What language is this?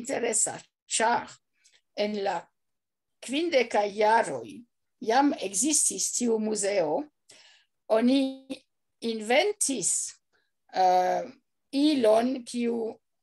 Esperanto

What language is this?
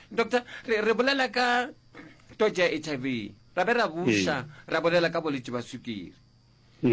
Northern Sotho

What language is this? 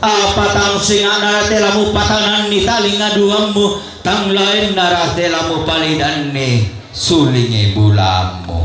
Toraja-Sa'dan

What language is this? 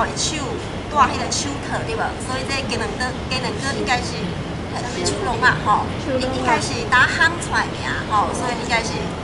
Min Nan Chinese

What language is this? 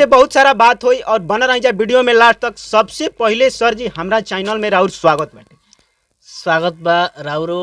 Bhojpuri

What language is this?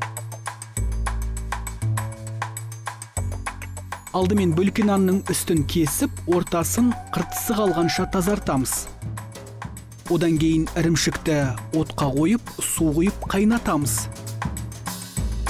Kazakh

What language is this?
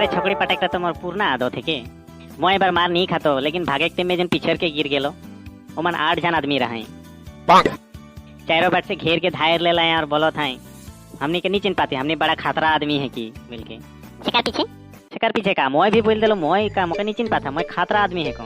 Sadri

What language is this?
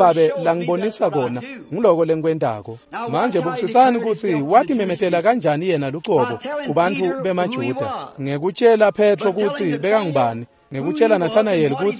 Swati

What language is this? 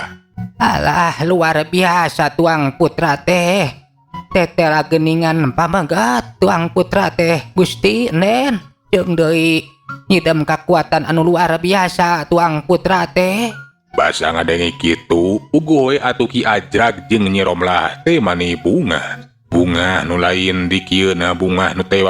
Sundanese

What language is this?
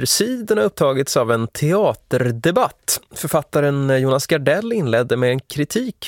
Swedish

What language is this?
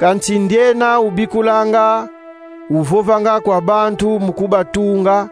Kongo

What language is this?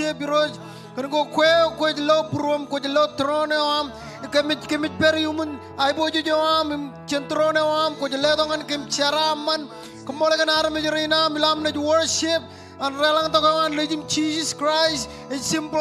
Marshallese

